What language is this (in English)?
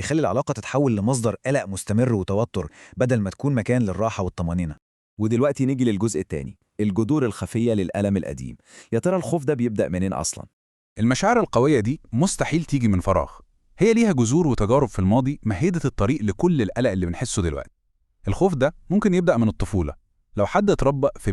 Egyptian Arabic